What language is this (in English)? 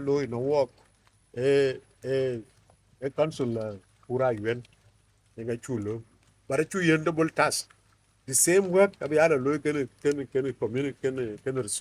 Dinka